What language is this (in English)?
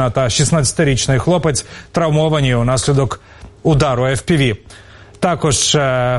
Ukrainian